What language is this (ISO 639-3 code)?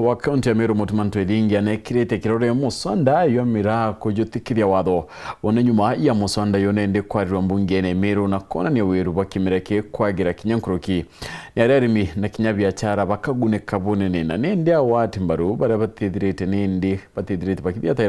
mer